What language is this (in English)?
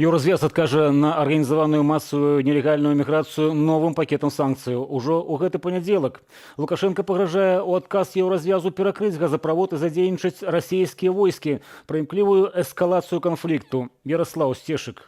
Belarusian